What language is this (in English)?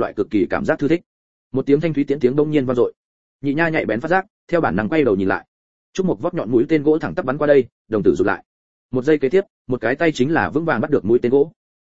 Vietnamese